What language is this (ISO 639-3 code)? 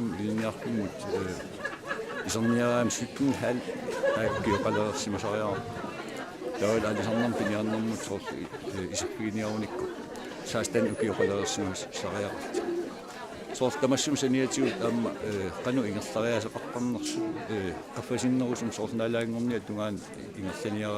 kal